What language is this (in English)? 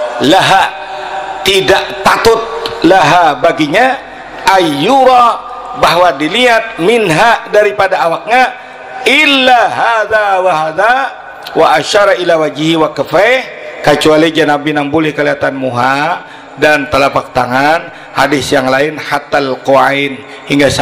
Banjar